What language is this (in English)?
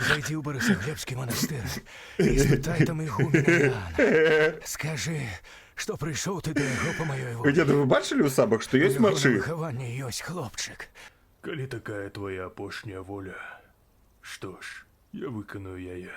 Belarusian